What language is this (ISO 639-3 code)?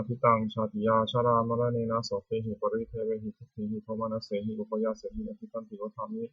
pli